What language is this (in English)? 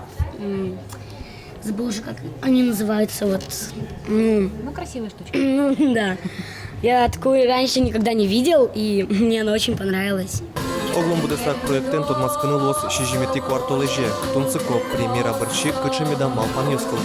Udmurt